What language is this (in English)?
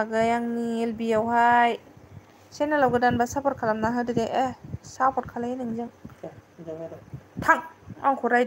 Bodo